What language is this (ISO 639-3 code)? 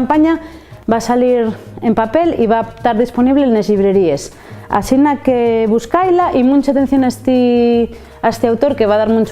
ast